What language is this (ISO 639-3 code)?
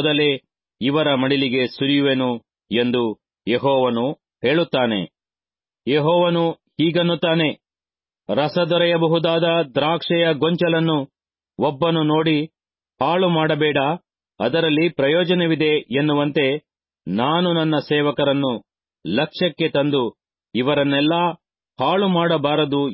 kan